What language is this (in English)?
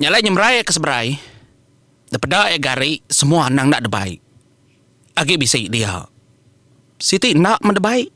Iban